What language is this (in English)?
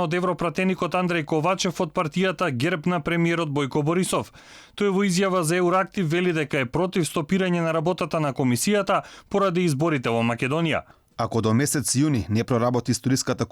Macedonian